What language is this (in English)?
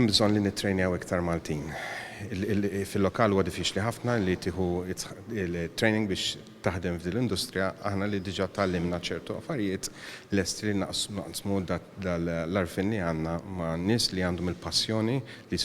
Maltese